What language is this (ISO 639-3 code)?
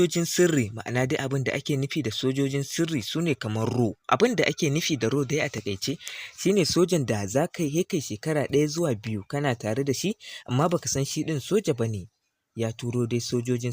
hau